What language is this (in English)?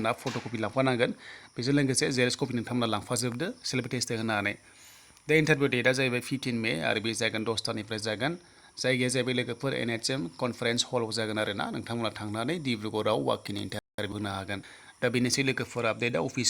Bodo